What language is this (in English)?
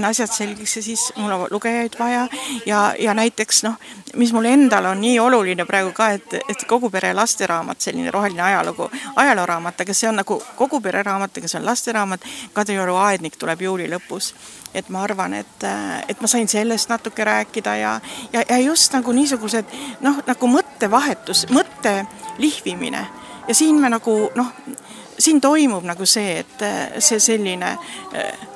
Estonian